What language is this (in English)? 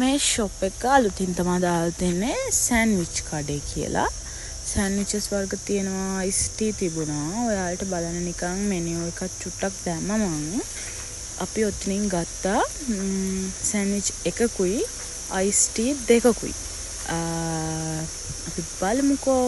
Sinhala